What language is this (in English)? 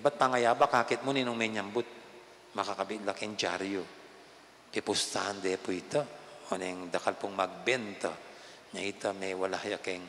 Pampanga